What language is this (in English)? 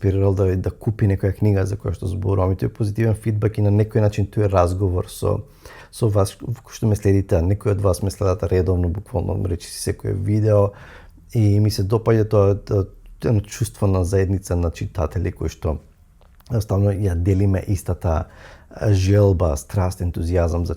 Macedonian